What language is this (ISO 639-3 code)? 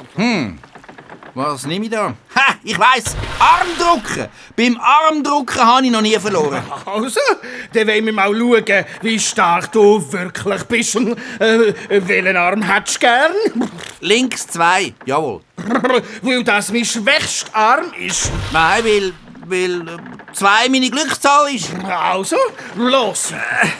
gsw